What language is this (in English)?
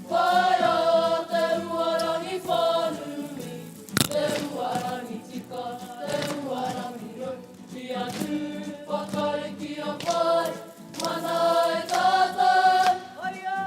Māori